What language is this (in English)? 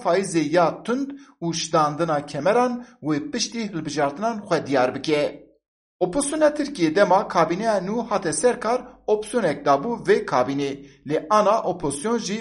Kurdish